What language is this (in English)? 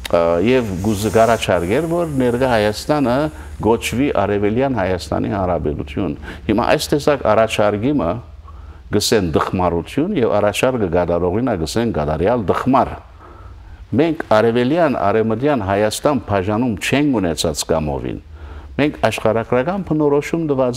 Western Armenian